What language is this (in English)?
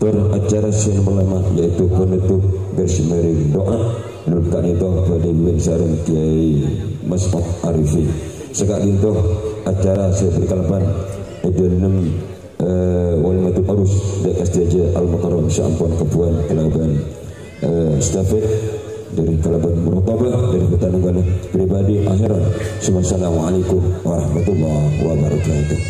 Madurese